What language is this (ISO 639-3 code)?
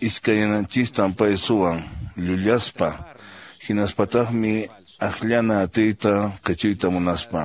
que